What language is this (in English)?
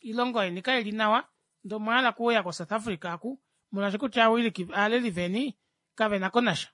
Kuanyama